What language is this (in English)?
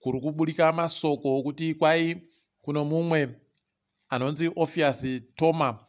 Ndau